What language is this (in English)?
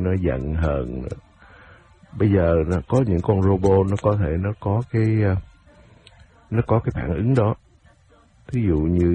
Vietnamese